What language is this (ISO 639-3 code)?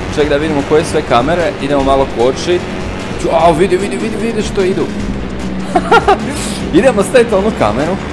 hrv